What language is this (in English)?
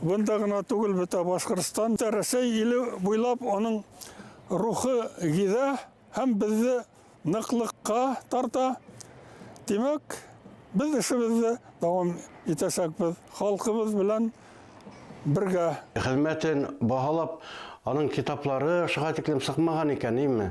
Bashkir